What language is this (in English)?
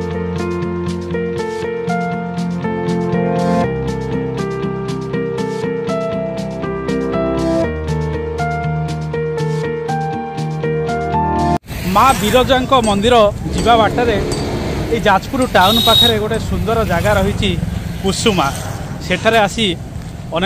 Odia